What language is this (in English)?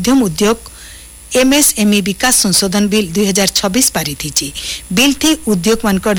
Odia